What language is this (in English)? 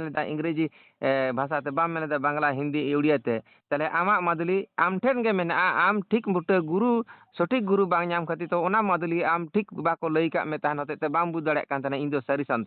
Santali